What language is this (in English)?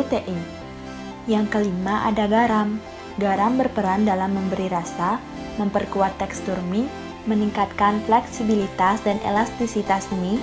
Indonesian